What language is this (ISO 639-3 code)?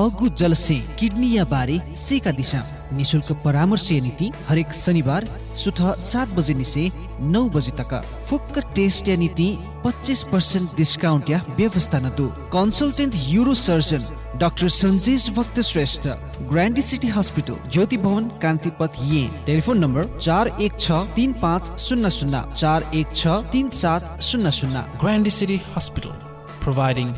new